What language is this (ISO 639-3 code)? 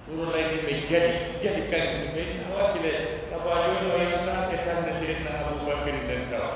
fuf